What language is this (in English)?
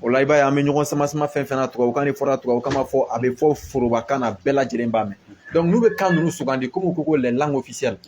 Bambara